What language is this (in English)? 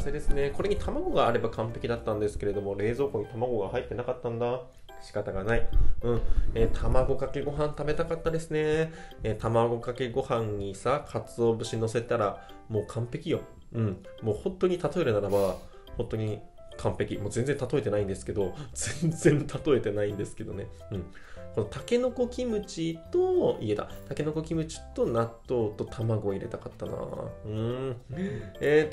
Japanese